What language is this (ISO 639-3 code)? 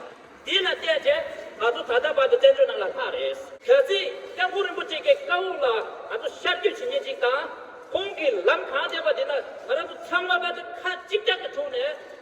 bod